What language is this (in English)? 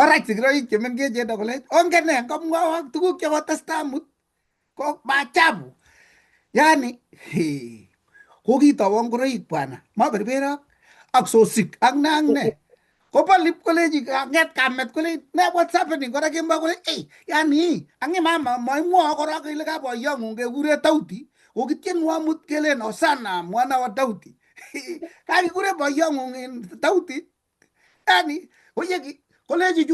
Kalenjin